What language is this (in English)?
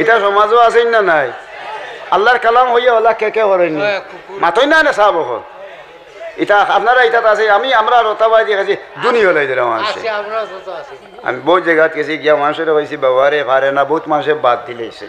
Sylheti